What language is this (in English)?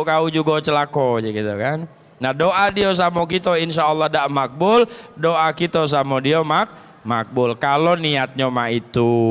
Musi